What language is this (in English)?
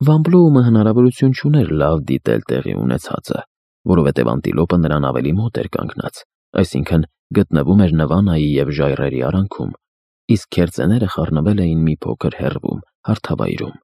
Armenian